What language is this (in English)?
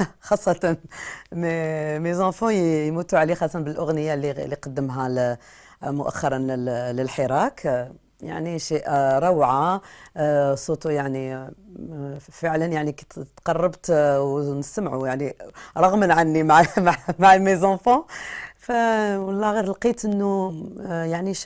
Algerian Arabic